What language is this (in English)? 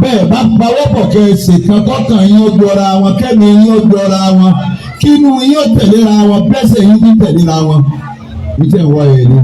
Yoruba